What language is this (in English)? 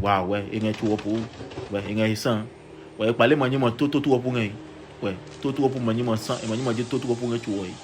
Adangme